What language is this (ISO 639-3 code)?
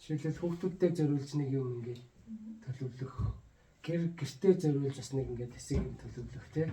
mon